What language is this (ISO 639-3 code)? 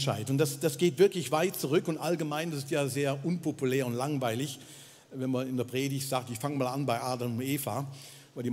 gsw